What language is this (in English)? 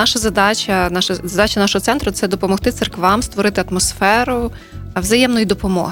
Ukrainian